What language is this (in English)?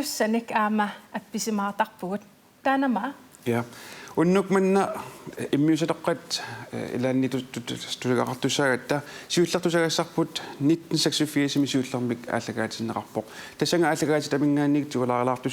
Kalaallisut